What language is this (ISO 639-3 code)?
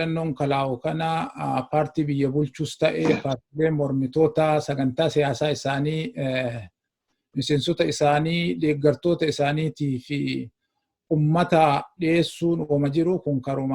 orm